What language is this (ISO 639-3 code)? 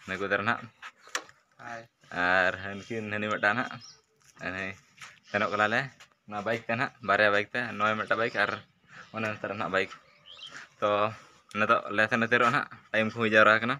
sat